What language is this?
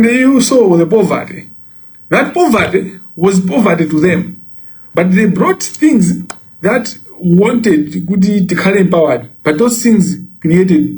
Nyanja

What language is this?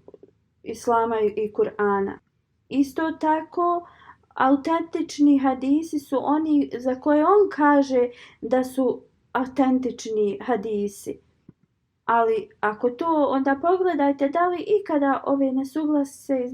Bosnian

